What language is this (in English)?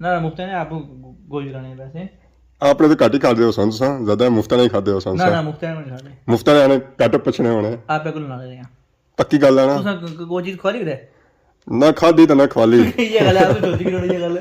Pahari-Potwari